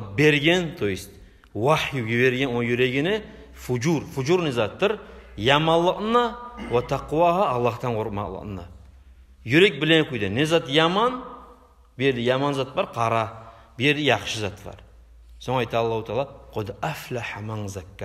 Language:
Kumyk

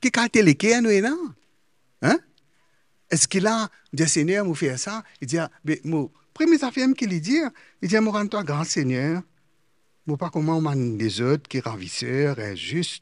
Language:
Morisyen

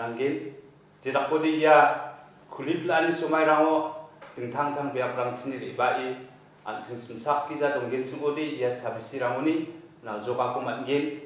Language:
Garo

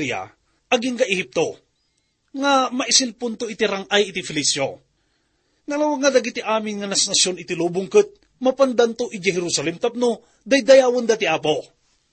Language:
Iloko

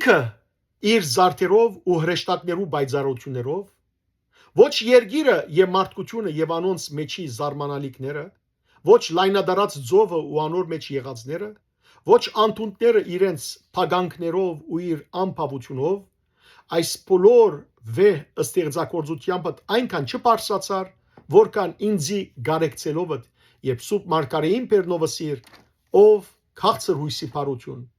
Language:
Western Armenian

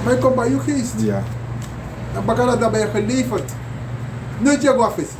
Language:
Sranan Tongo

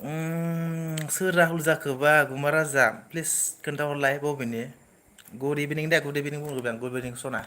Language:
Bodo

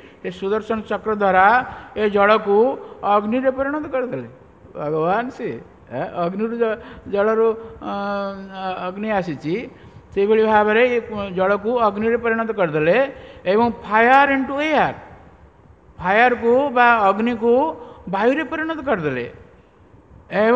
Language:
Odia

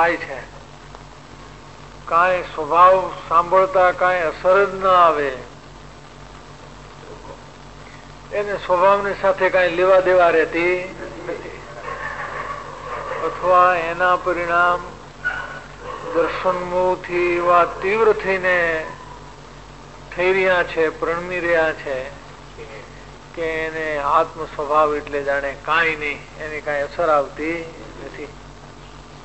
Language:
Gujarati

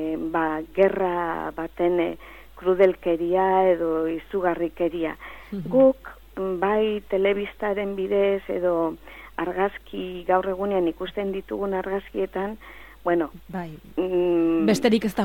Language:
Basque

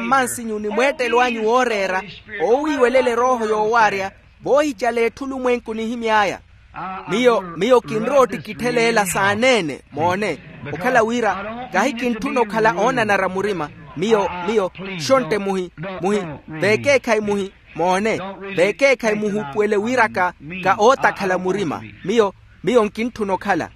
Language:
Makhuwa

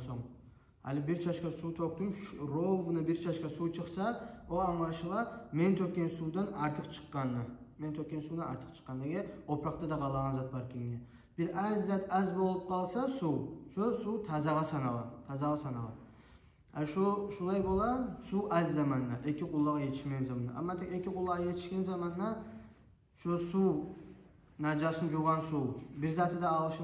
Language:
Kumyk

